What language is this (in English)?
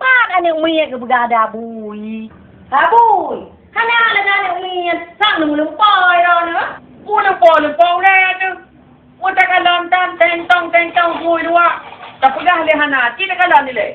Achinese